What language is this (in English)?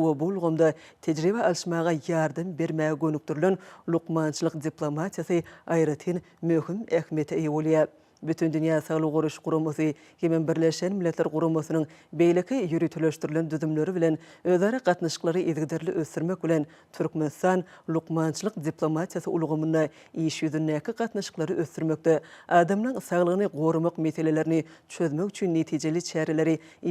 Turkmen